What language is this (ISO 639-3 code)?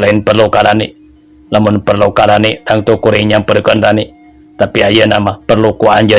sun